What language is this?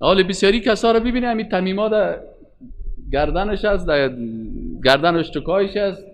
Persian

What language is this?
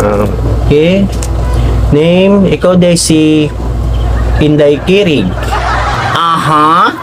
Cebuano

